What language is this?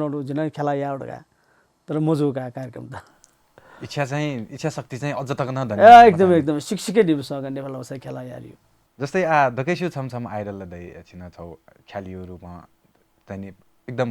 Newari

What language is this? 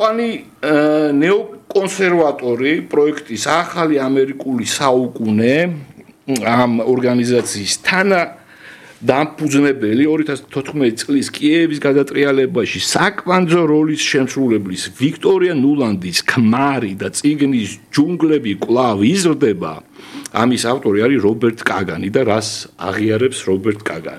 Georgian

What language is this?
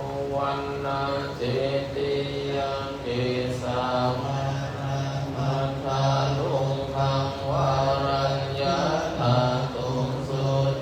Pali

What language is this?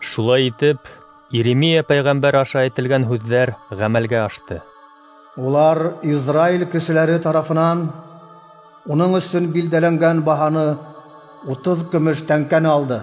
Bashkir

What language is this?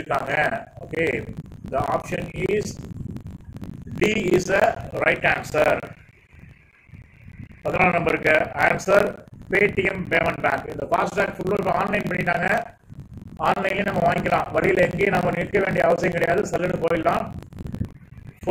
Tamil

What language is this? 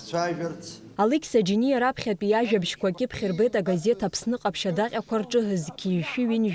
Abkhazian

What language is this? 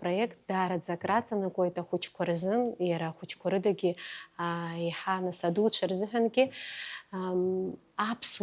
Abkhazian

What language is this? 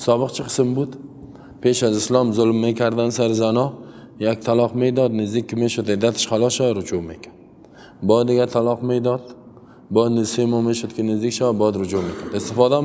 Persian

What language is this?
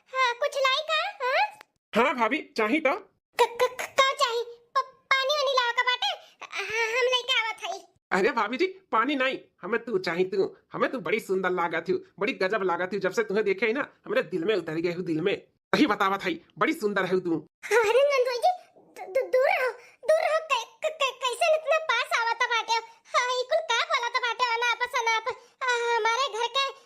Bhojpuri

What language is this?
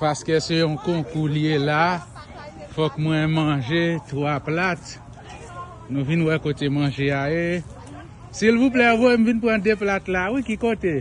Haitian Creole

